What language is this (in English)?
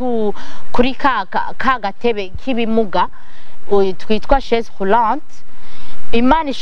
Rundi